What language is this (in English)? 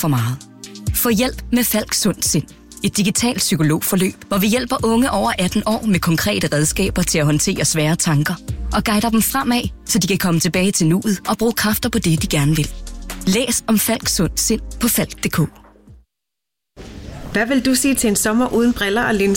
Danish